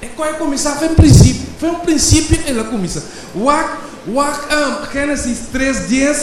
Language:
Papiamento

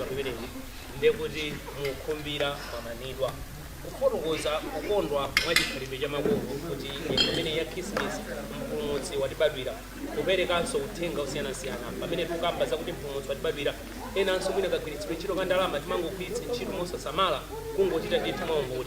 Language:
Nyanja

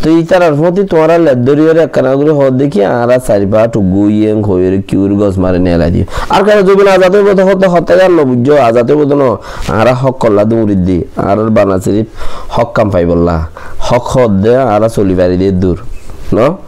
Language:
Rohingya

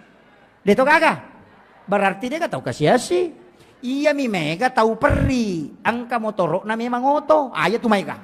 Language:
Buginese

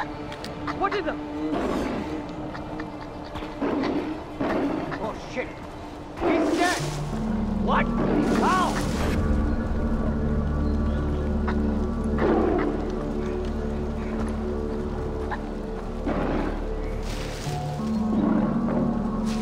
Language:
English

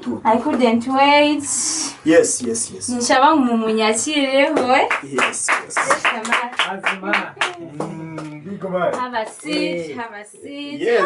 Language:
Nyankole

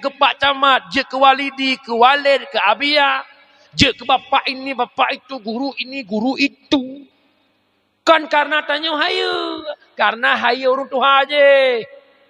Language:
Achinese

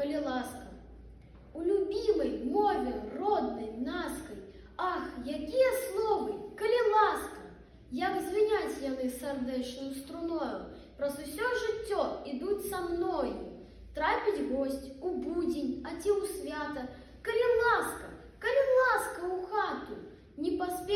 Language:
Belarusian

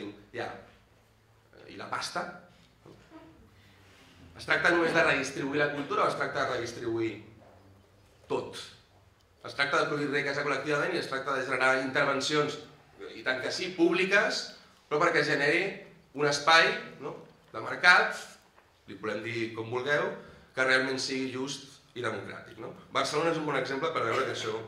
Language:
Catalan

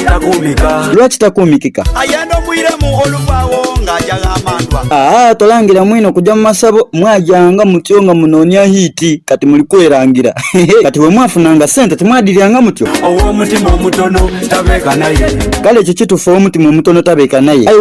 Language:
Soga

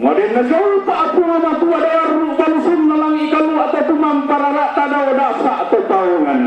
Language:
Toraja-Sa'dan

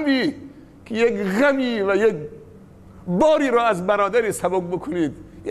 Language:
Persian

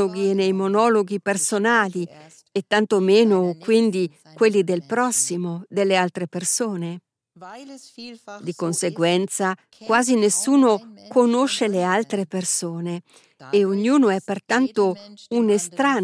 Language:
Italian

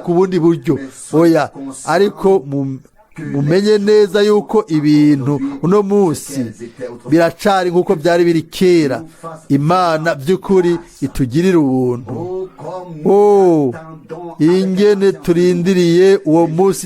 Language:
Rundi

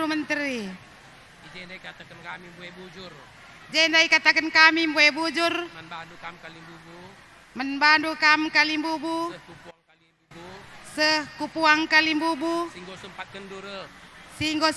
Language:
Batak Karo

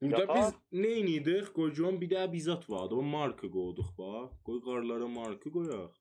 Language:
South Azerbaijani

